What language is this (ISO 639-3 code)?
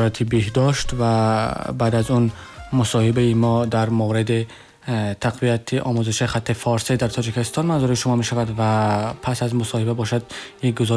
tgk